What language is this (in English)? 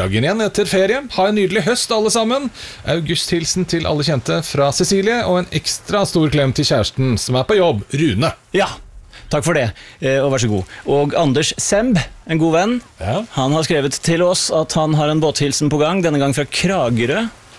Norwegian